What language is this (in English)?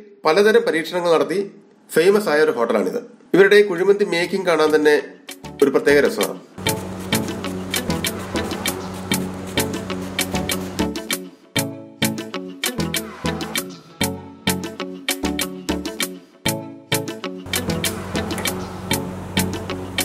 Malayalam